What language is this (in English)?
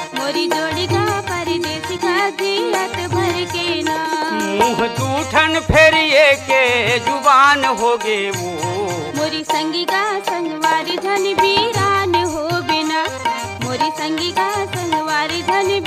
Chhattisgarhi